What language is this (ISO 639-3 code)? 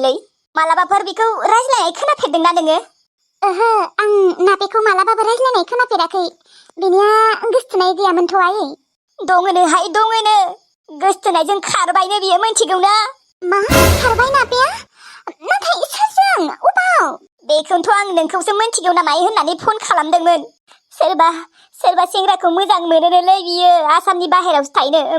brx